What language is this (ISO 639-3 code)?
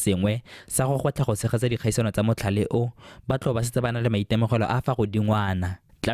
tsn